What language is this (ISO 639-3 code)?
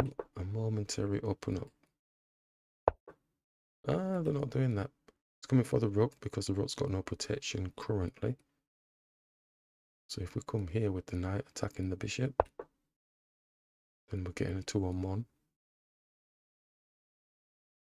eng